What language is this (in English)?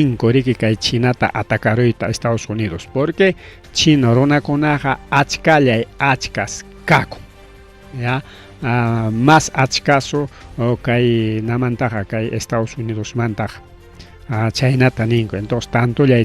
Ayacucho Quechua